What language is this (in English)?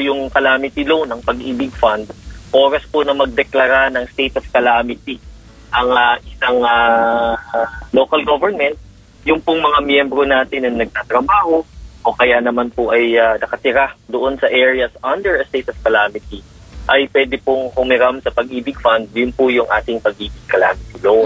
Filipino